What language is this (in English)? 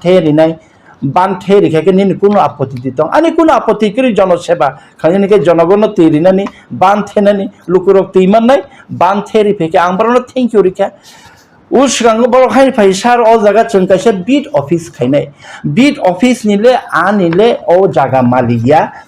Kok Borok